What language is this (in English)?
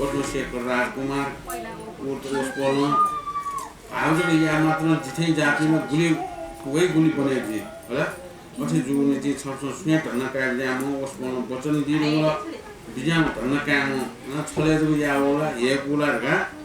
Newari